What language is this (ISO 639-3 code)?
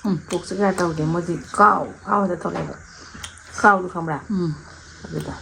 mni